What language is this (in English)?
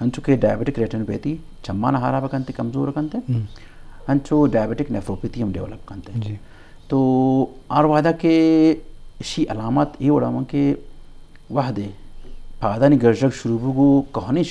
Eastern Balochi